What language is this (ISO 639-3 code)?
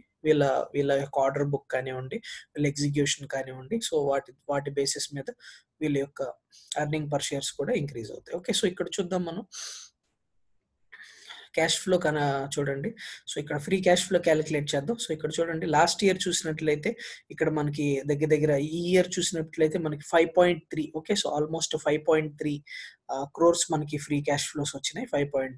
tel